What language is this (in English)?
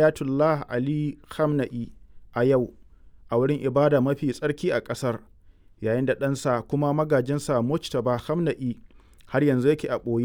Hausa